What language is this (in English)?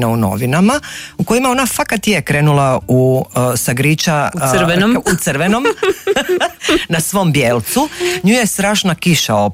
Croatian